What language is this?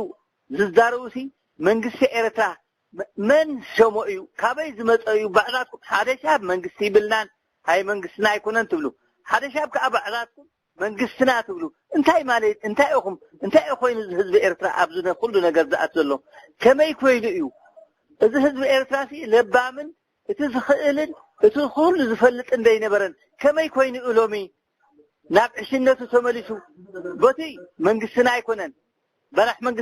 Tigrinya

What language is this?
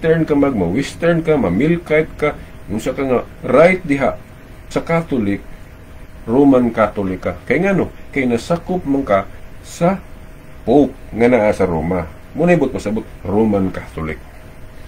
Cebuano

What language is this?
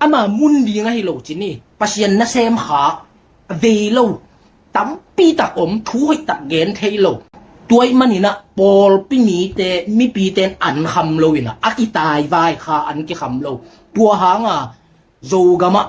Tedim Chin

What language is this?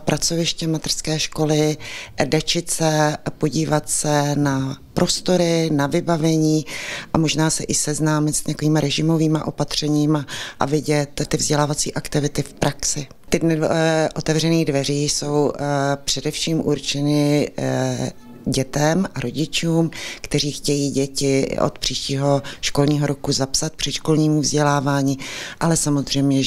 Czech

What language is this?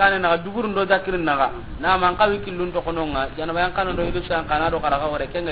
Soninke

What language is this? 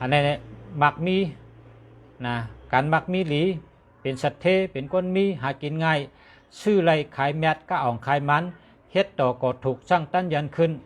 Shan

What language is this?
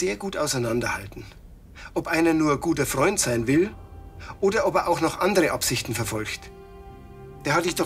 Bavarian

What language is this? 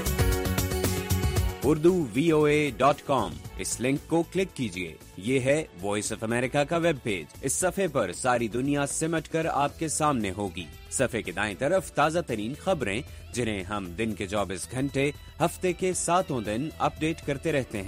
Urdu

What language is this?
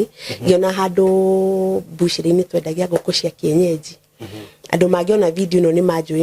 Kikuyu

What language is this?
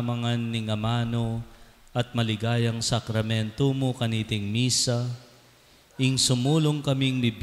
Pampanga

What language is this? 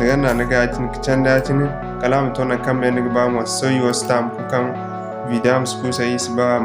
Zarma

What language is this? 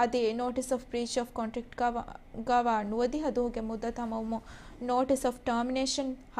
Divehi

